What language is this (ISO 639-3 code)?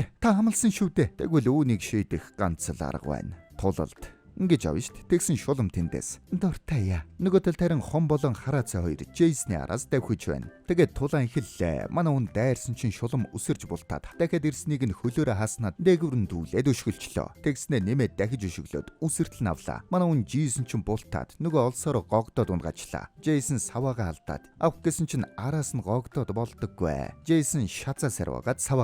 mon